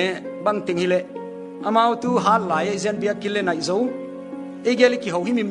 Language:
Paite Chin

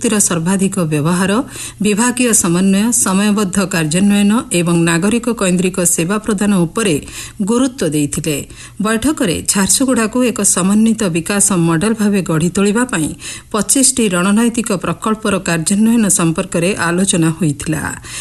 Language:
Odia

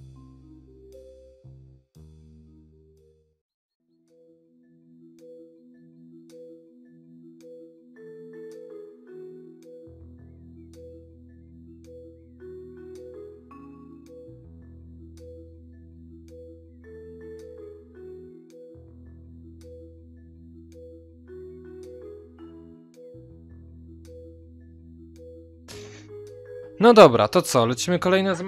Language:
Polish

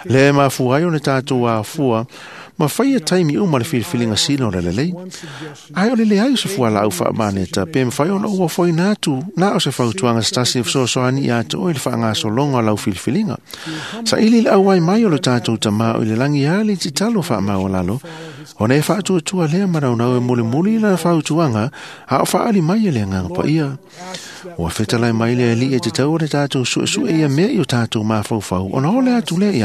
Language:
Samoan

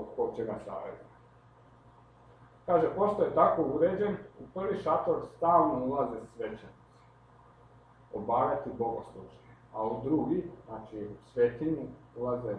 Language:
Croatian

